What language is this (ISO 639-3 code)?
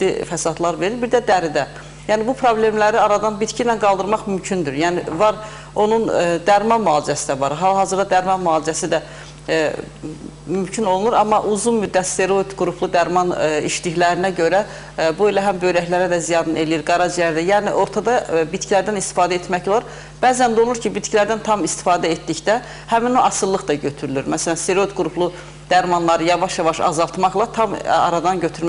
aze